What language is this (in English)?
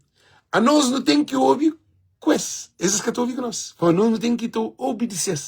Kabuverdianu